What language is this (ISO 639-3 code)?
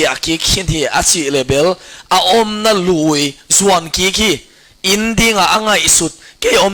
ctd